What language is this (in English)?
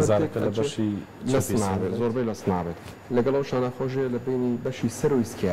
Central Kurdish